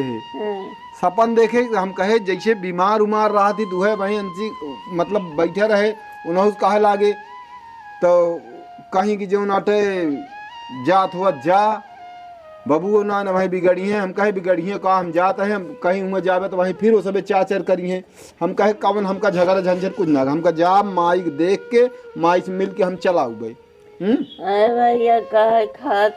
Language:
Awadhi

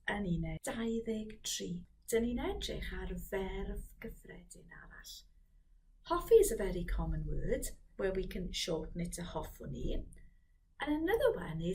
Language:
Welsh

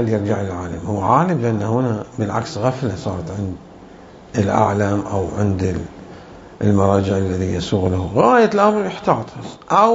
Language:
Mesopotamian Arabic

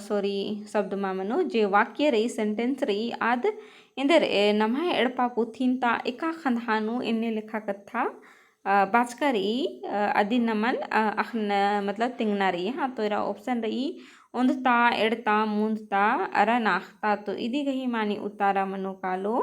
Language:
Kurukh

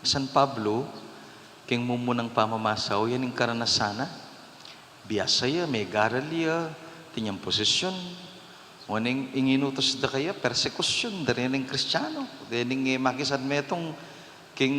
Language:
Pampanga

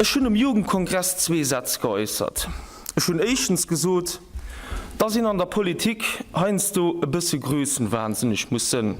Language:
Luxembourgish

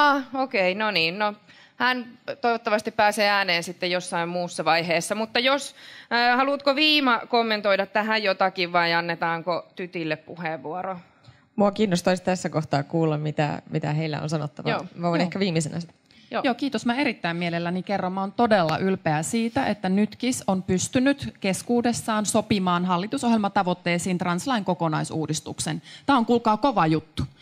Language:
Finnish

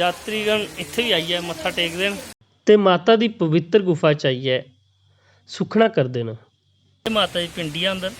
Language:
Dogri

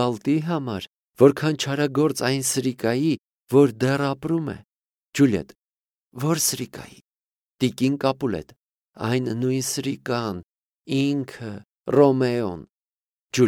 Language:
Armenian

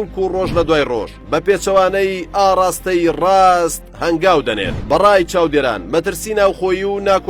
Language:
Central Kurdish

